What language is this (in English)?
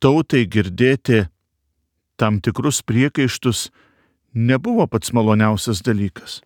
Lithuanian